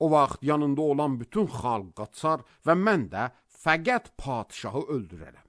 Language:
Azerbaijani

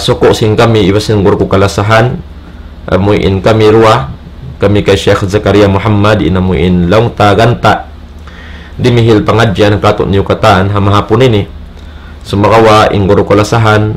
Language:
Tausug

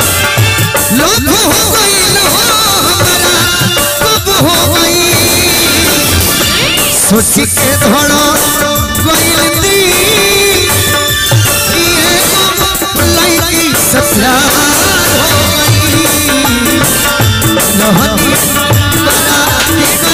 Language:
Bhojpuri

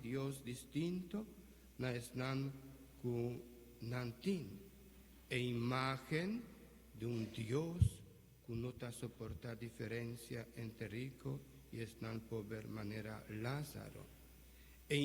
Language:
Papiamento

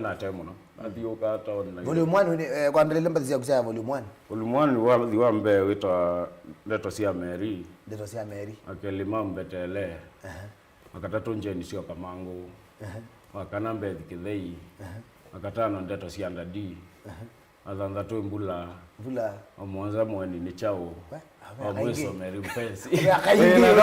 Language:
Kamba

